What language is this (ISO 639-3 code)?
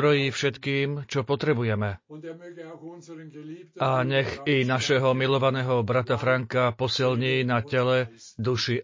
slk